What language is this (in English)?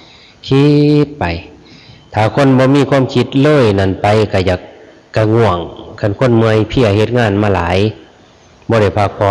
Lao